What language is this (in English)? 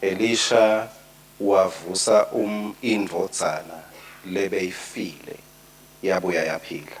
Swati